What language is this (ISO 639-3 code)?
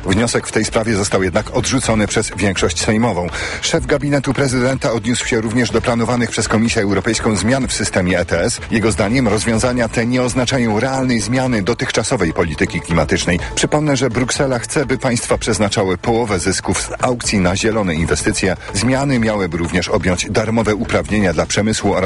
pol